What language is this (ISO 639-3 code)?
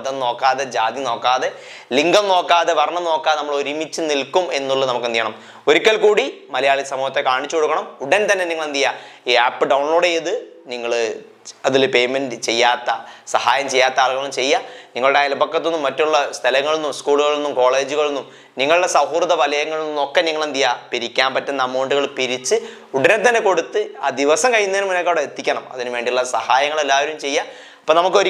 mal